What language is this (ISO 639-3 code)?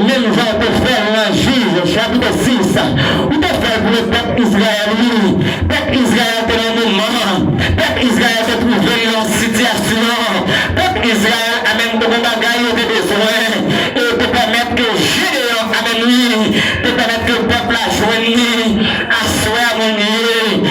hat